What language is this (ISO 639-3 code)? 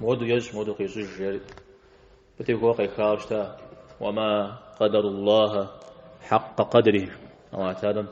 kbd